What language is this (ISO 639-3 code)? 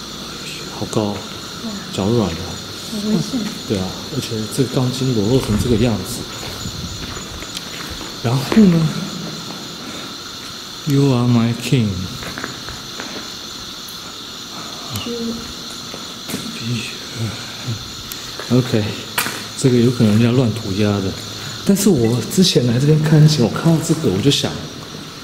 zho